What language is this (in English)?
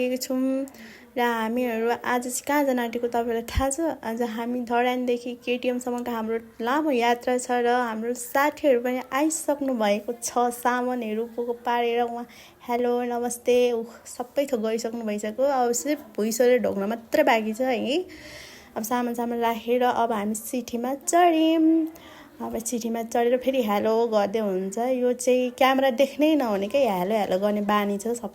Nepali